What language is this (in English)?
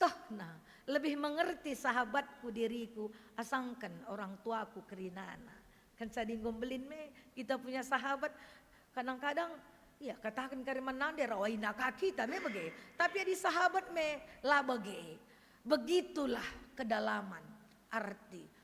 Batak Karo